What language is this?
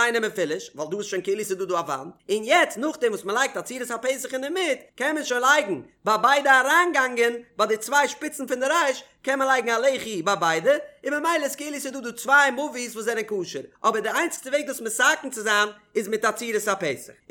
Yiddish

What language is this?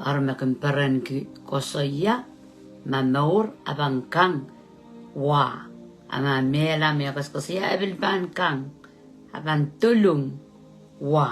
Pohnpeian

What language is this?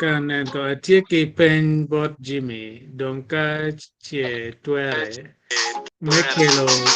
Acoli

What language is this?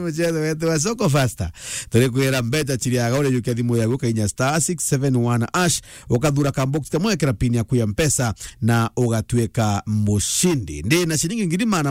Meru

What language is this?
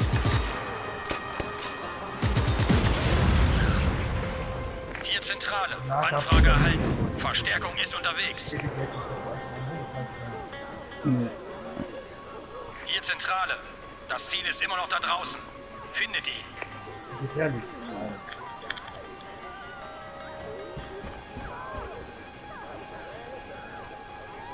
German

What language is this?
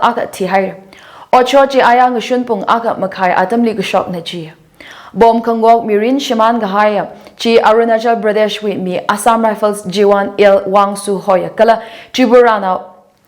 Tangkhul Naga (India)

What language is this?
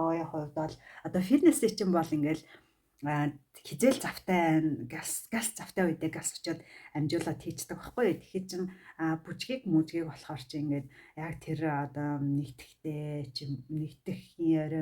Mongolian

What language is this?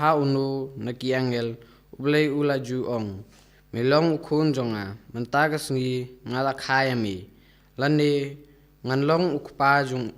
Khasi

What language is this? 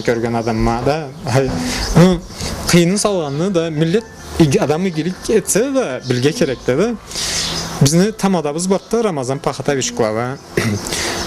Karachay-Balkar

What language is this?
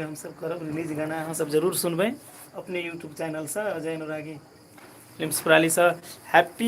Maithili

